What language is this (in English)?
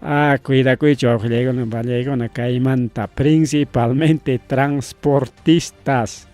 Ayacucho Quechua